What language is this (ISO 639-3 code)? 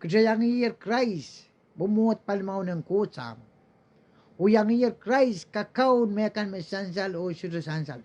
pon